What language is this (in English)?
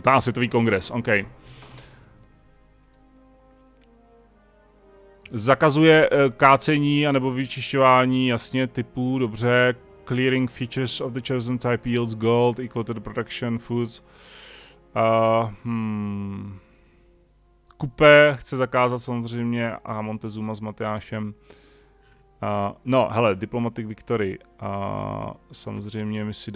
Czech